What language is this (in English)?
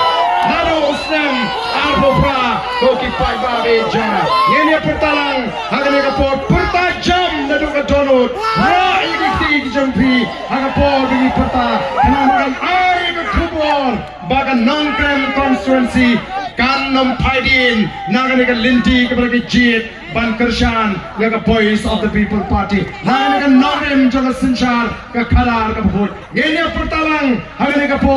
Khasi